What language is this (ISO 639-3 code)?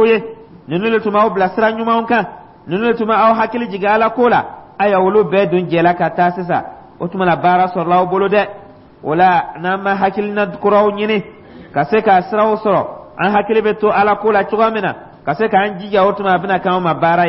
dyu